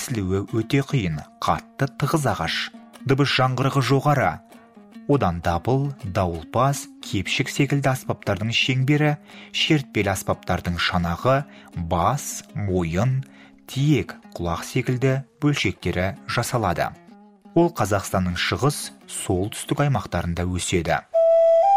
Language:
Kazakh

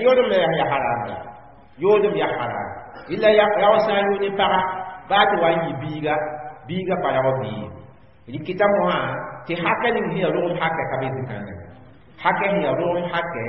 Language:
Mossi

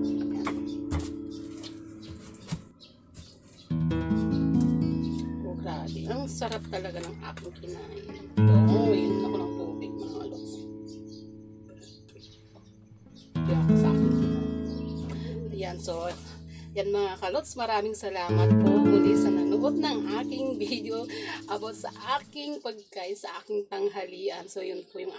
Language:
Filipino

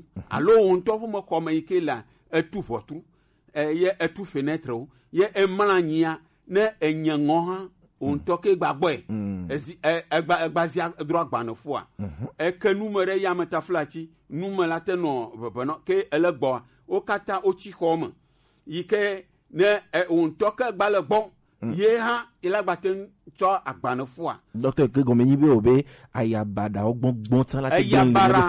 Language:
Gen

